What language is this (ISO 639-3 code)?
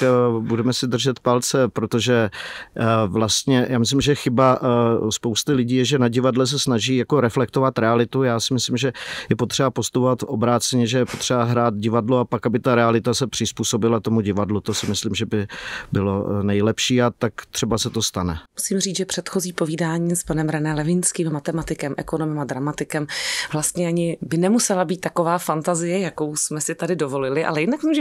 ces